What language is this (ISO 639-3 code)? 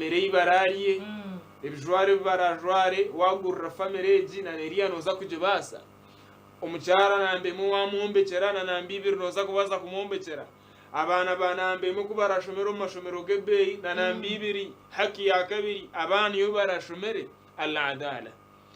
nyn